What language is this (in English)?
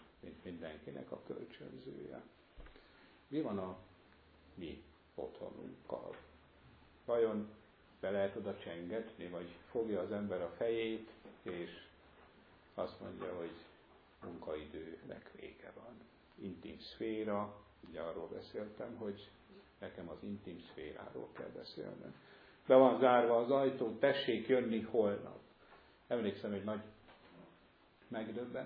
Hungarian